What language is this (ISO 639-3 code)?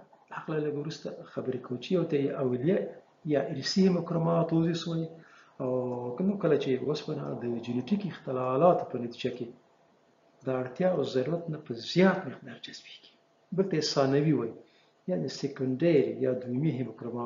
pus